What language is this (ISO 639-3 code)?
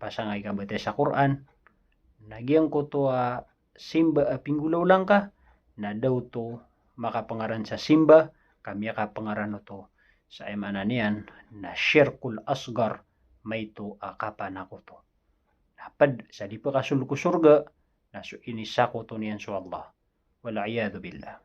mrw